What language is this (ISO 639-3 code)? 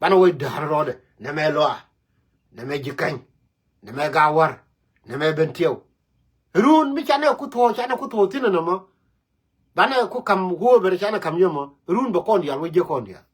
nus